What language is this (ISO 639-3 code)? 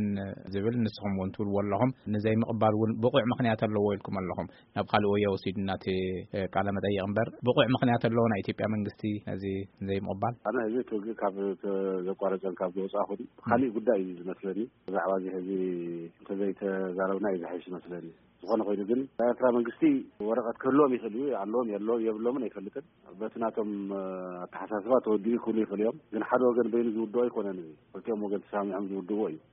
tir